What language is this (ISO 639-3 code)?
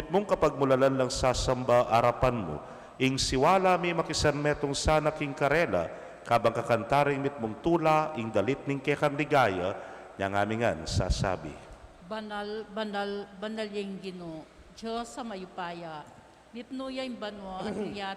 pam